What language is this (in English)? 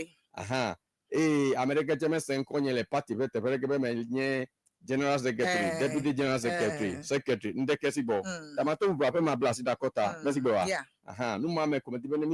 Ewe